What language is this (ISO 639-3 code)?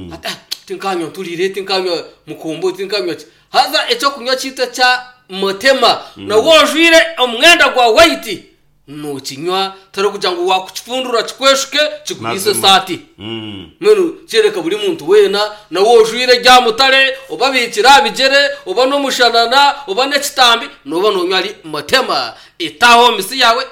nyn